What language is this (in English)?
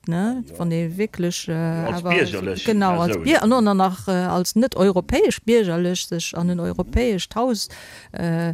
Luxembourgish